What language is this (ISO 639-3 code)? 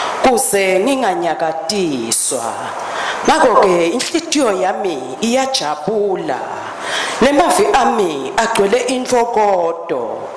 ssw